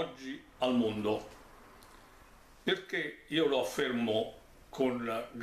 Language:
Italian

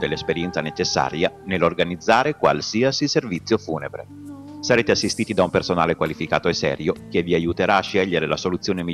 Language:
Italian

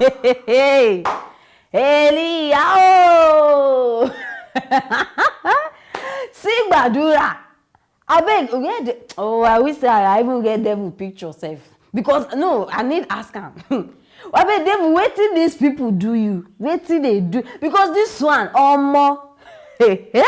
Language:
Nigerian Pidgin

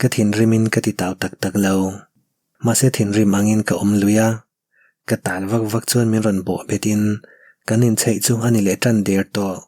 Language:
Mizo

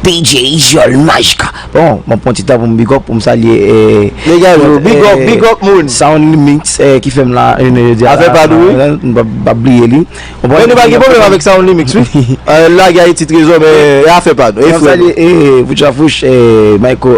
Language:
Haitian Creole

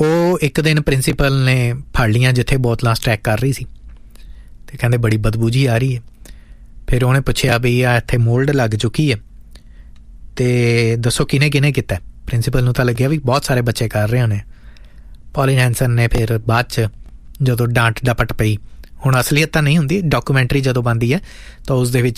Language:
Punjabi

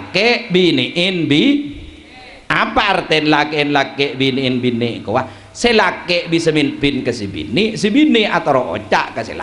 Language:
Madurese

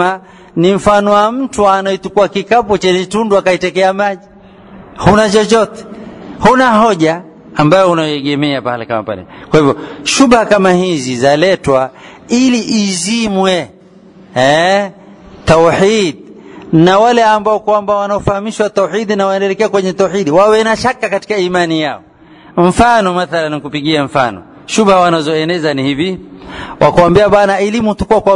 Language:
Swahili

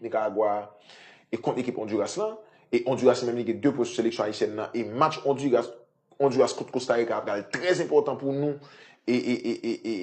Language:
Haitian Creole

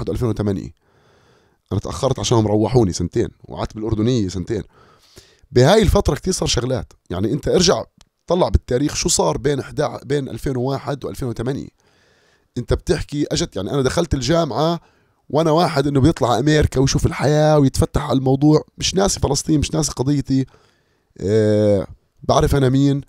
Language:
North Levantine Arabic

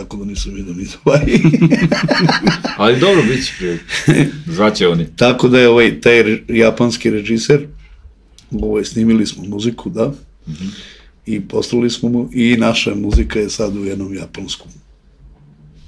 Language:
Serbian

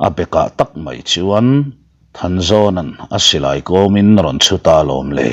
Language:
Mizo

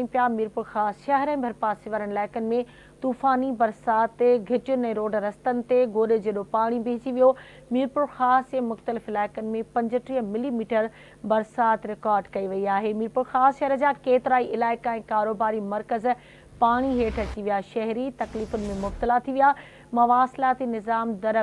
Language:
Sindhi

